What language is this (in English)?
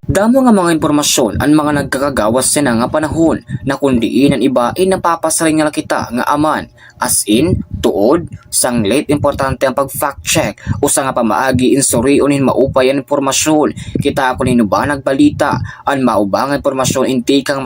Waray